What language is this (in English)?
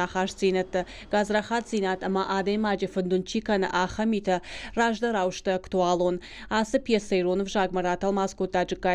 Ossetic